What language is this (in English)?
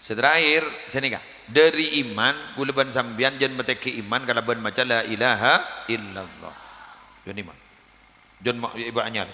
Madurese